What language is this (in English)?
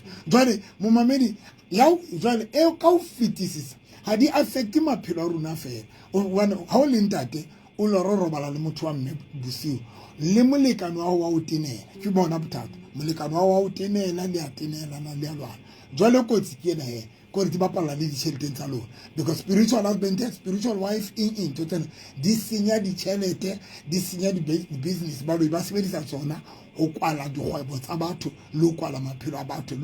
Southern Sotho